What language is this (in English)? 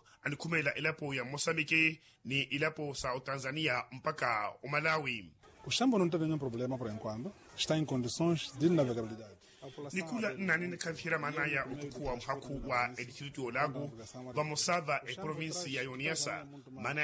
Makhuwa